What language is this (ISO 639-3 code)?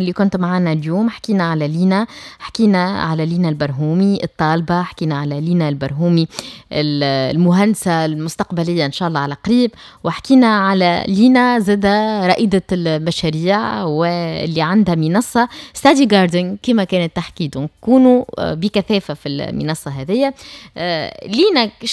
aeb